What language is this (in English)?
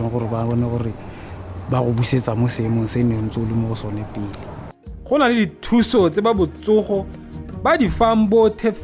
Tswana